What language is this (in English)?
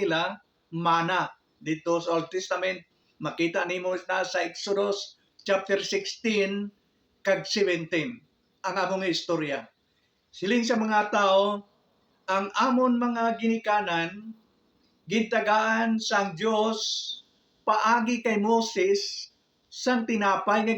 Hiligaynon